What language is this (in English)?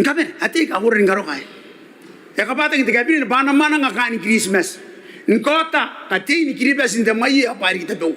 Gilbertese